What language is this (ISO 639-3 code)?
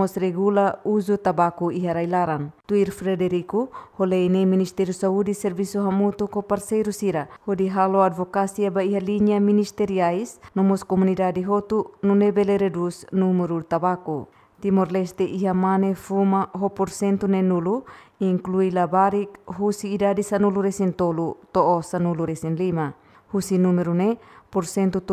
tet